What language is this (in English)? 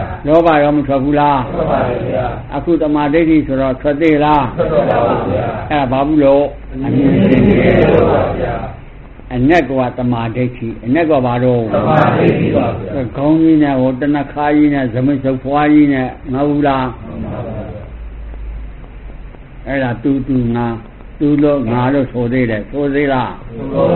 Burmese